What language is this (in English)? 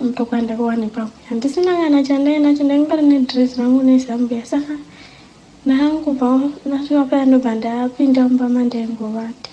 Shona